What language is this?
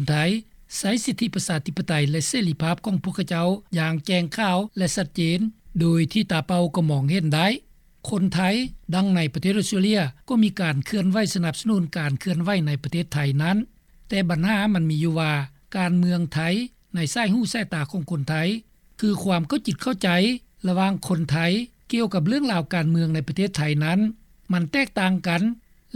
Lao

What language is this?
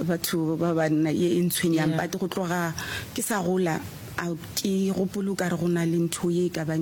Northern Sotho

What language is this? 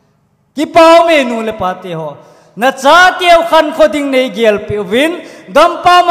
Thado Chin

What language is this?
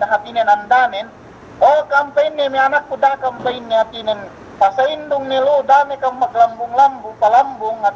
Yakan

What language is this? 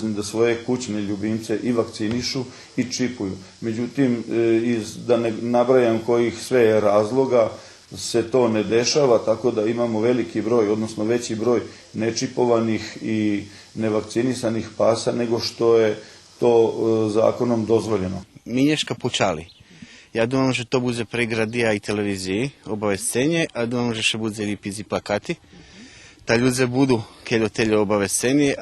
Rusyn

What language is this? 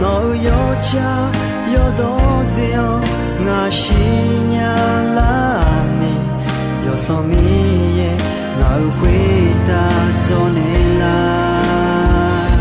Akha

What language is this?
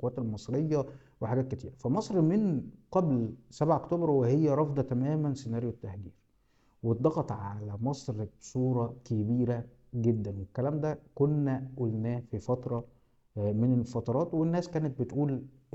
Egyptian Arabic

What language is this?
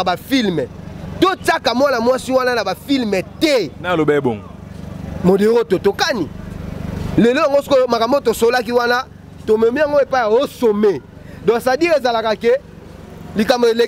Lingala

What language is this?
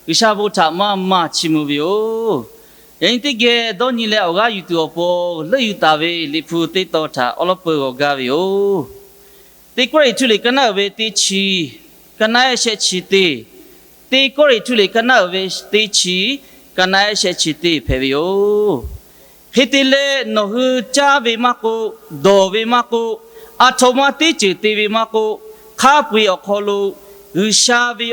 Lahu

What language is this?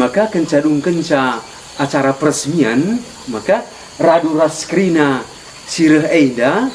Batak Karo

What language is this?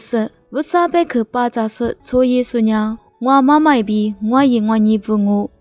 Lisu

